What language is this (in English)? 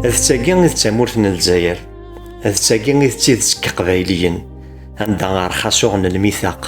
Kabyle